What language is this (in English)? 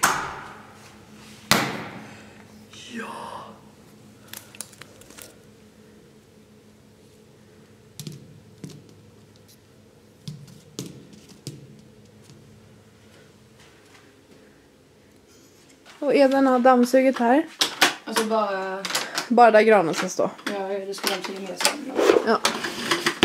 Swedish